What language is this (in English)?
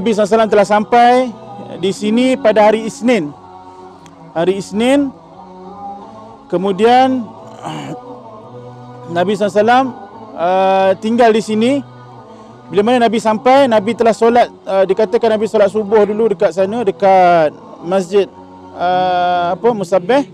Malay